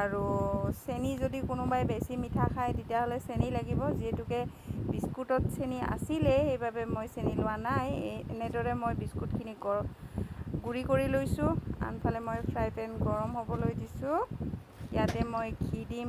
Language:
Assamese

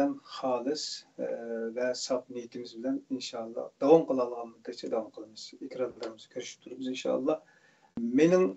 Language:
Uyghur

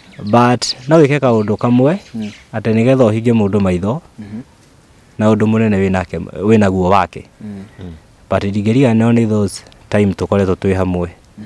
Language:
Kikuyu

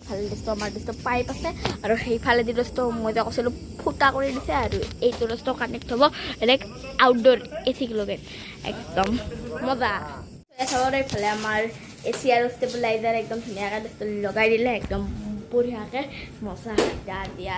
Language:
Assamese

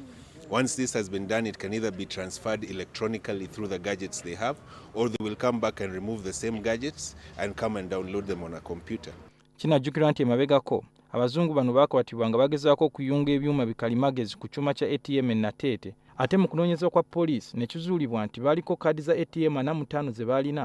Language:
Ganda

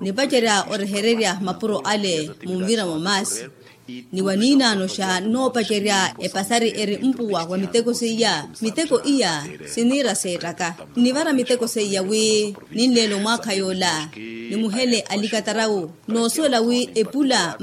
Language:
Makhuwa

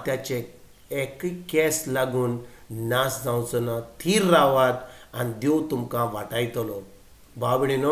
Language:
Konkani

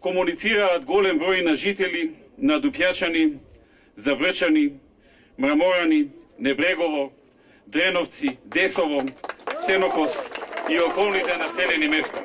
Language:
Macedonian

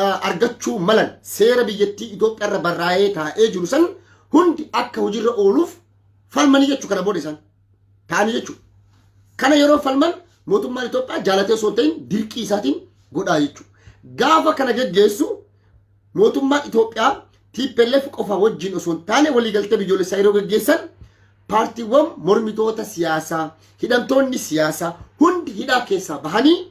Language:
Oromo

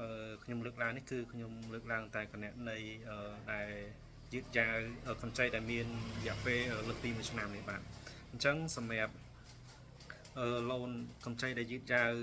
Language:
Khmer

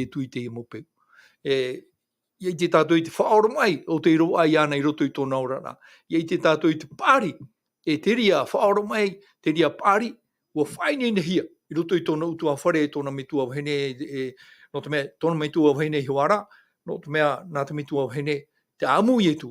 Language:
Tahitian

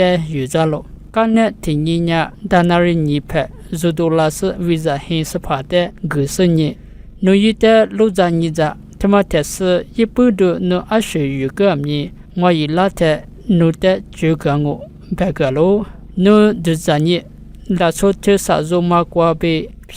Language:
Lisu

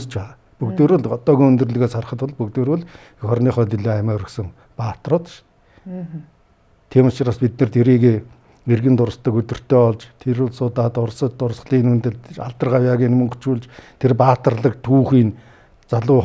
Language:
Mongolian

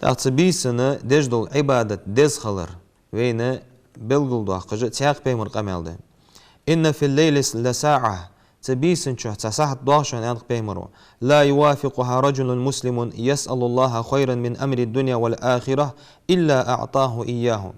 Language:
Ingush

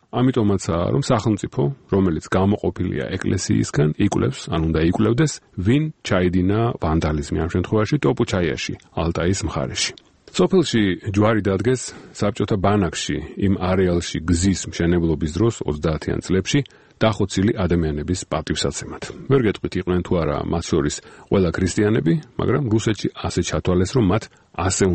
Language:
Georgian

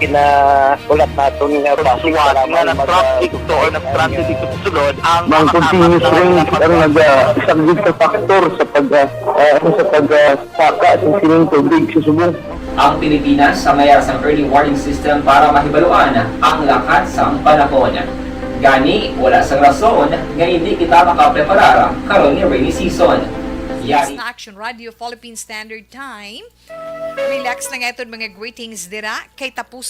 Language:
Hiligaynon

